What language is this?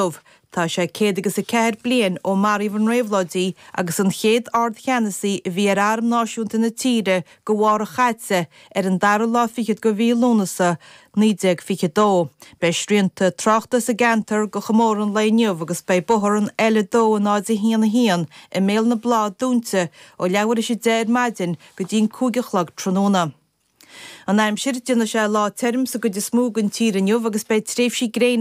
Irish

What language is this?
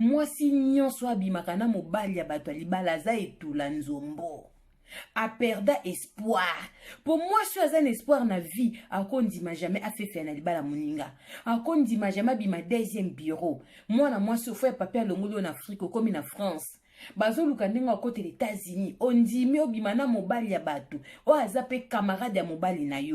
Lingala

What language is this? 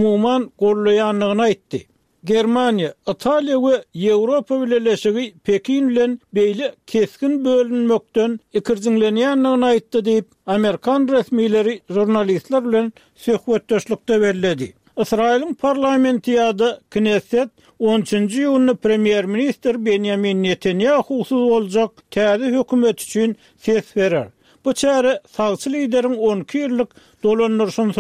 Turkmen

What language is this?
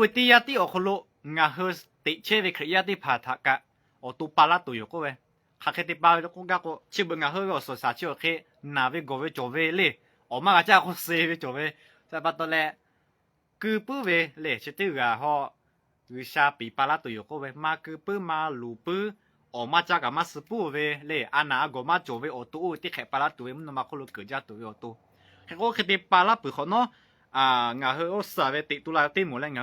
Lahu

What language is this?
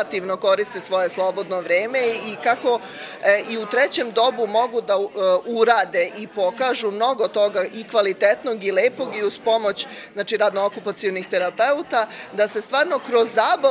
Serbian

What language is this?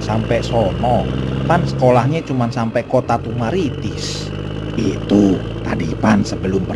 Betawi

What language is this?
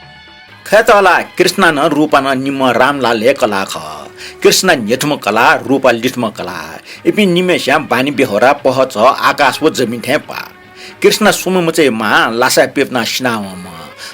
Newari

